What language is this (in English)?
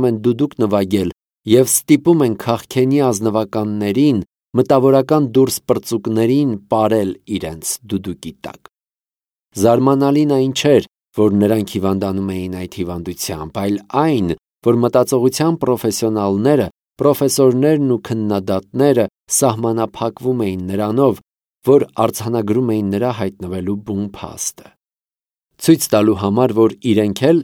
Armenian